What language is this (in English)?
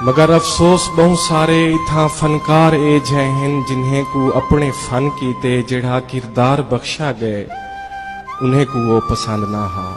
Saraiki